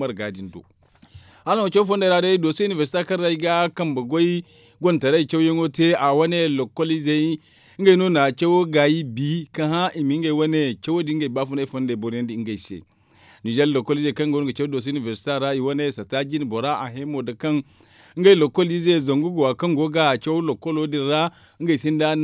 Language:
Zarma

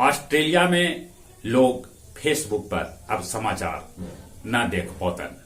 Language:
Magahi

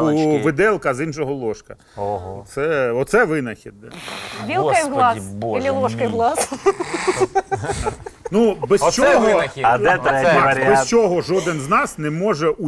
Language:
Ukrainian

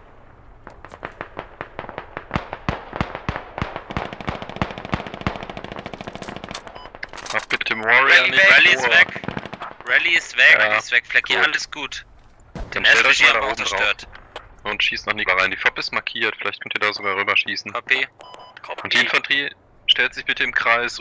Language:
German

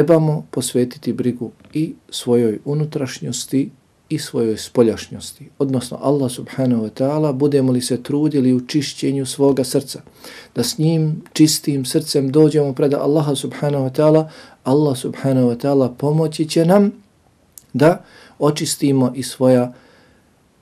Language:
Bosnian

